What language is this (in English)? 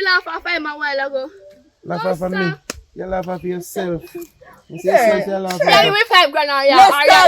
Jamaican Creole English